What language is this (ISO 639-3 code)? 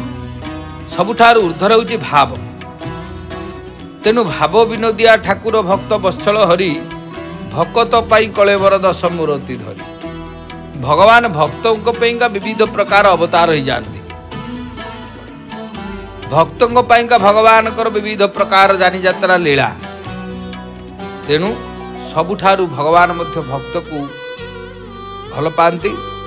ori